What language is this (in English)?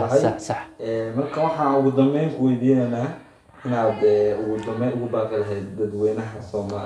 Somali